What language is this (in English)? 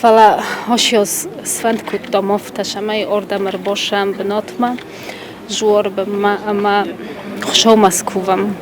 Ossetic